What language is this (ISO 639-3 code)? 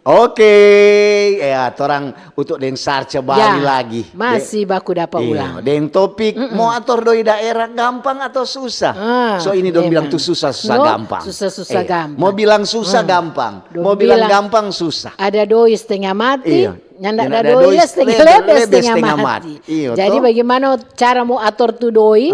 xmm